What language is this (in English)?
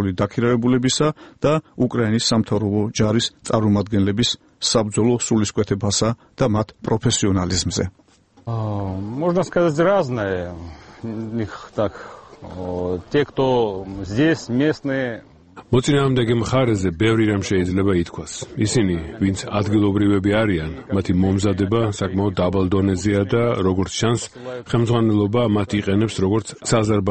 Georgian